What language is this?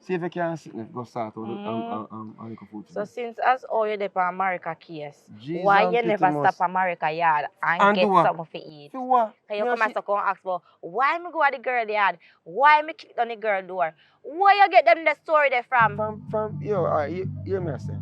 Jamaican Creole English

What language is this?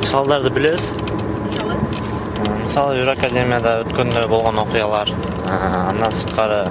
Kyrgyz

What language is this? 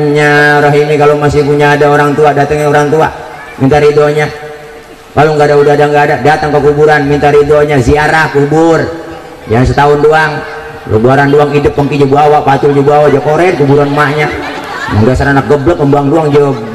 Betawi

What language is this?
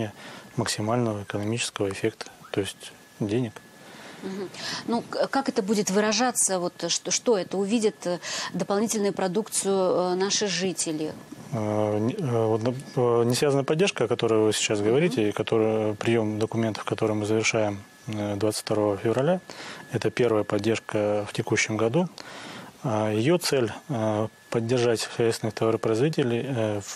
Russian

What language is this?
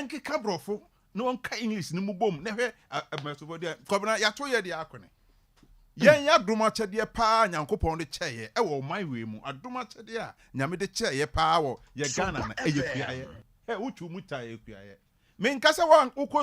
Akan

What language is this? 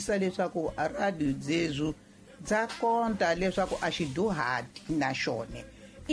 Tsonga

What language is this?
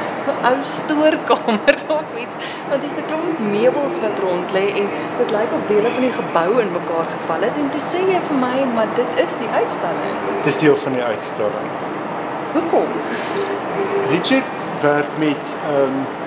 Afrikaans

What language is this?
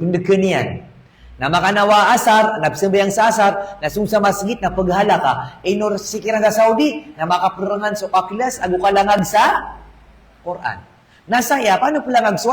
Maranao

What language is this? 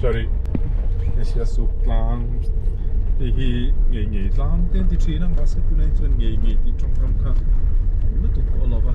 Mizo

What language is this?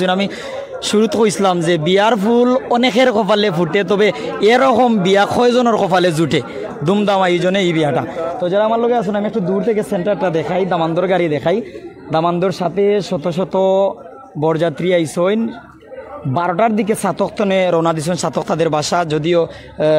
Sylheti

